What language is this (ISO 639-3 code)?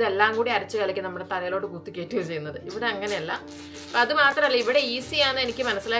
mal